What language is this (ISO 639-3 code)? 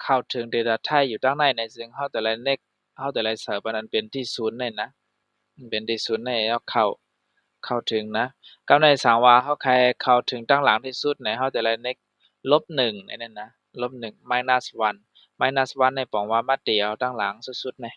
shn